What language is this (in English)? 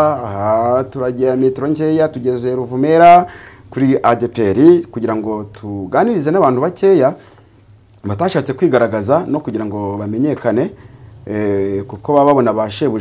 Kinyarwanda